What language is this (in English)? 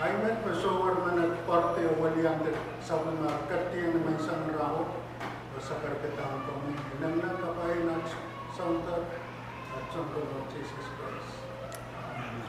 Pohnpeian